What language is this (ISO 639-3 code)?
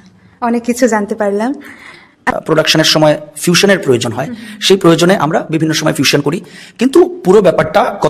ben